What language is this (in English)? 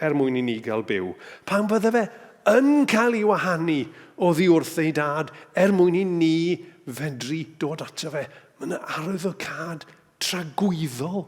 Welsh